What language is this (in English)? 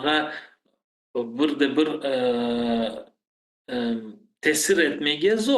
Crimean Tatar